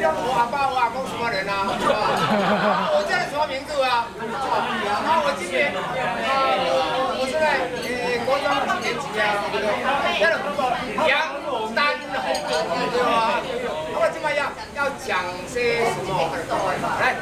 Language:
Min Nan Chinese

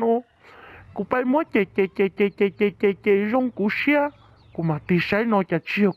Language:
Hmong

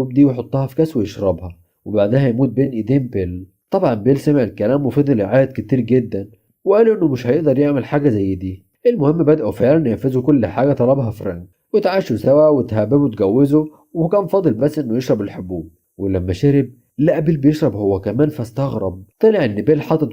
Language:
Egyptian Arabic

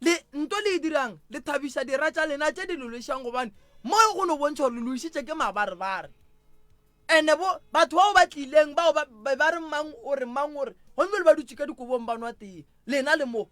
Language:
Northern Sotho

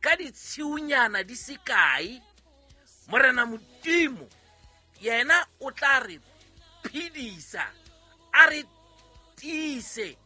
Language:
Southern Sotho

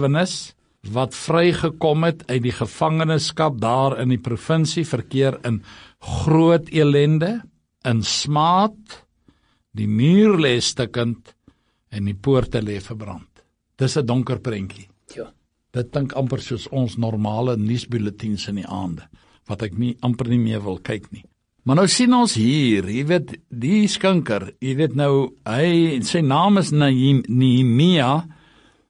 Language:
Afrikaans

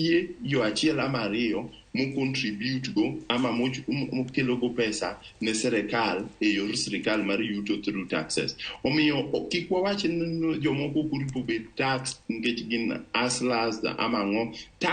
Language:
Luo (Kenya and Tanzania)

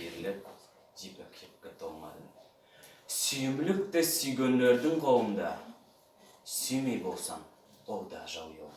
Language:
Nogai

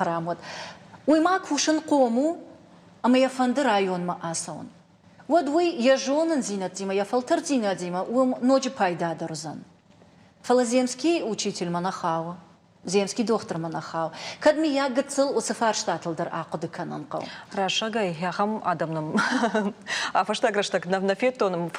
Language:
Ossetic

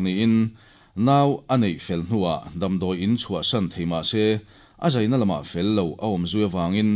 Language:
Mizo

